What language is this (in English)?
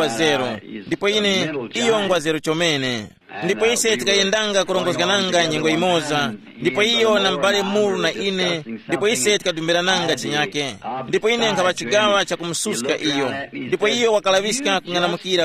Tumbuka